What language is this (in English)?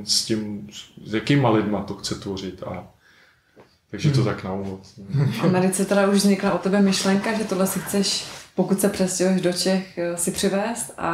Czech